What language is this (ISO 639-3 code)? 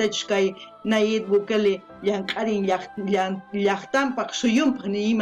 quh